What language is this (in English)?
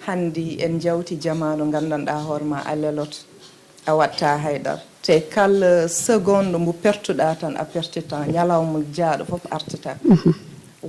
Fula